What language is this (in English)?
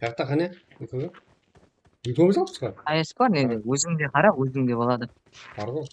Kara-Kalpak